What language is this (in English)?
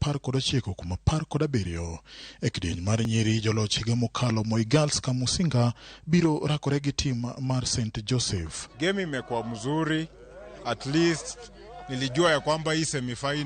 Luo (Kenya and Tanzania)